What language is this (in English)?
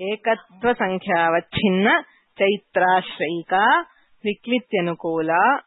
Sanskrit